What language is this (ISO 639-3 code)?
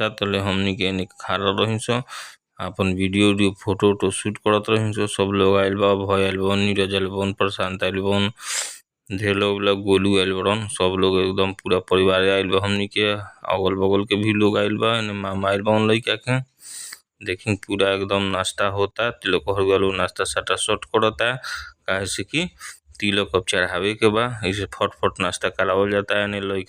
bho